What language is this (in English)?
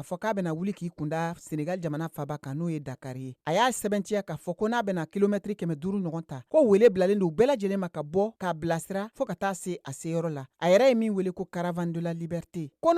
Bambara